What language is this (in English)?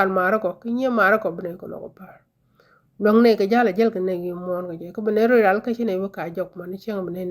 Nuer